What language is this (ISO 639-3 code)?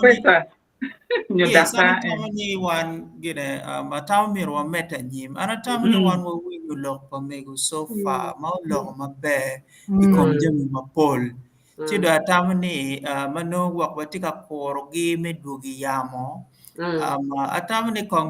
ach